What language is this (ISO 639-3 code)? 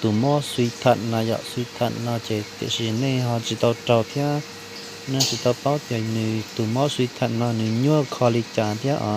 hmn